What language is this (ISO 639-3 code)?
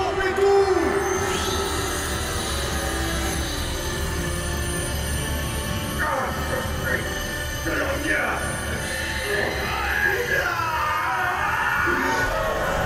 msa